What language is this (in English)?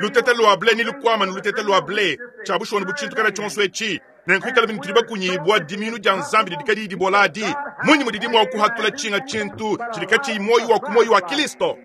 Luba-Lulua